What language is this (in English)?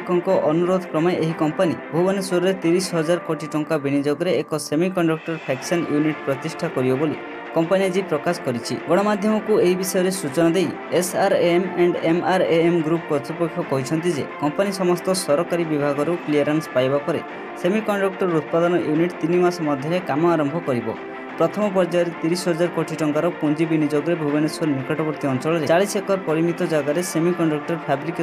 Odia